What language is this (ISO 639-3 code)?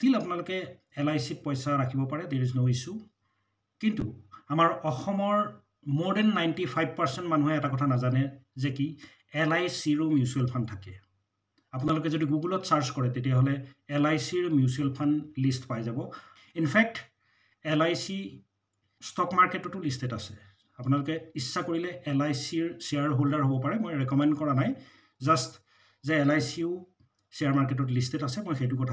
asm